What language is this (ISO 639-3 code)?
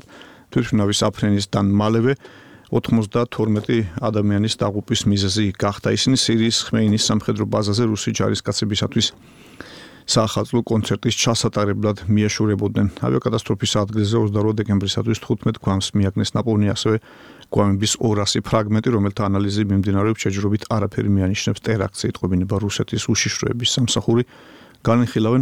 kat